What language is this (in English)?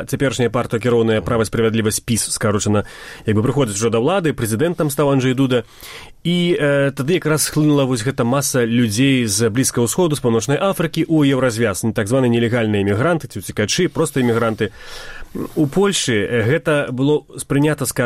Belarusian